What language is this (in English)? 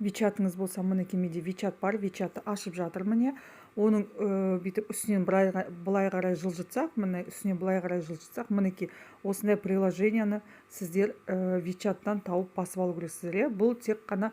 Kazakh